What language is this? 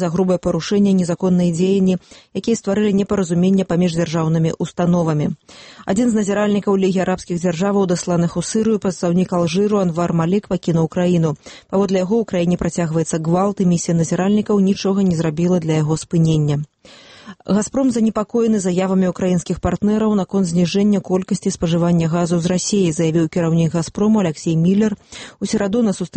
Belarusian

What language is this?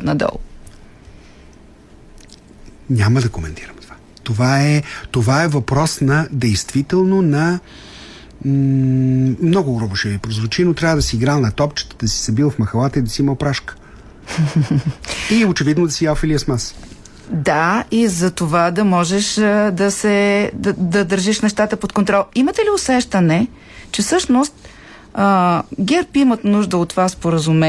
Bulgarian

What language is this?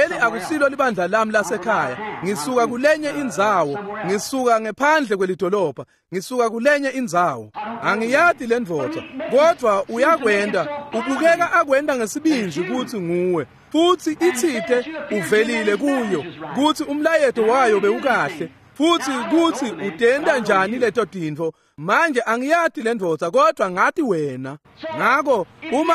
Swati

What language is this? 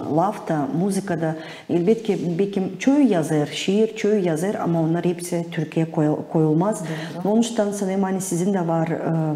Gagauz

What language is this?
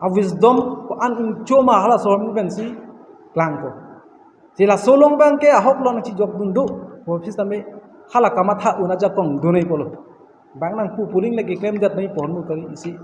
Karbi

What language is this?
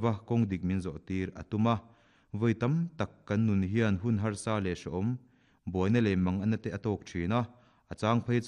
Mizo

